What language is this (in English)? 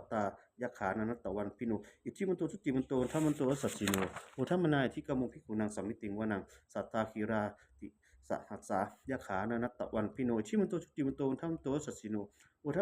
Pali